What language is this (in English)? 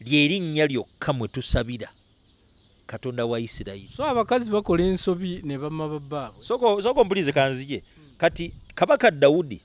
Ganda